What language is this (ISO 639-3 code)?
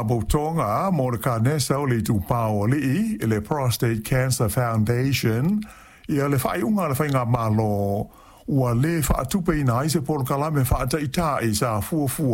smo